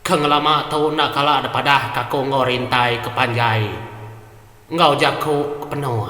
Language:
Iban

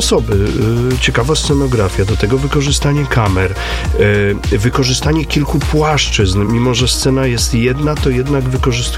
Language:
Polish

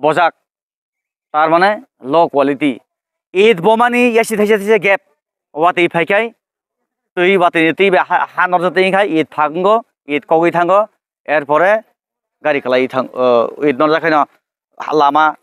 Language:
Kok Borok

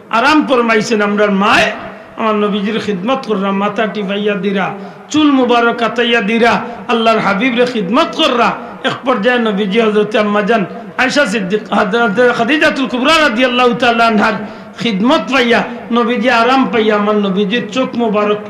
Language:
Sylheti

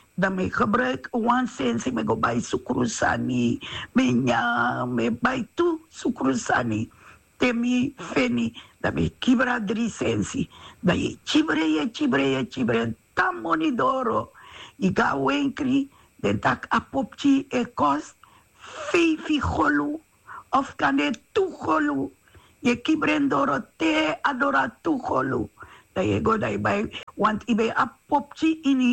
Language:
Sranan Tongo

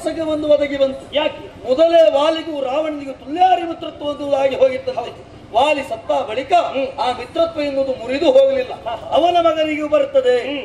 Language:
Kannada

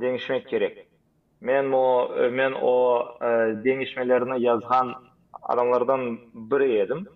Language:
Crimean Tatar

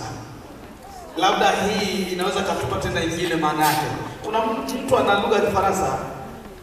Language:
Swahili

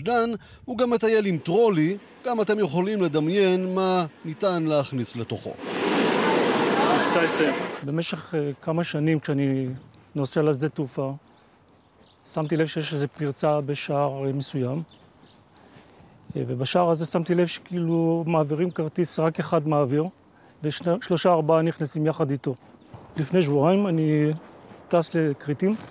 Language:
Hebrew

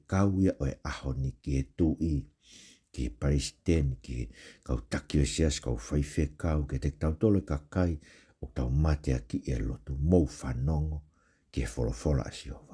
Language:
Tongan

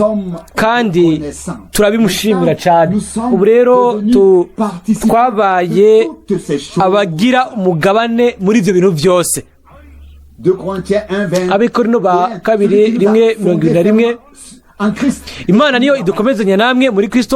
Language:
Rundi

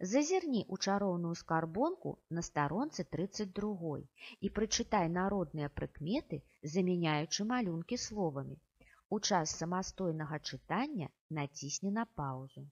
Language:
Belarusian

